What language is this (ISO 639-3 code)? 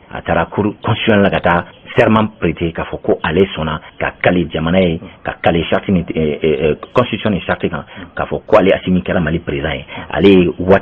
bam